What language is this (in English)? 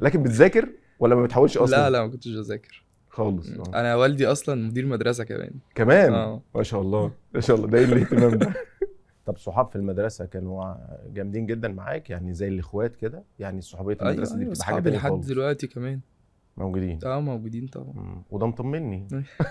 Egyptian Arabic